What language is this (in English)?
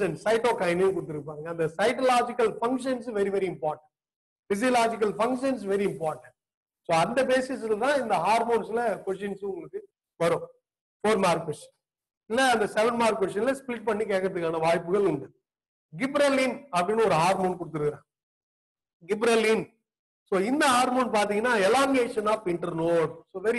Tamil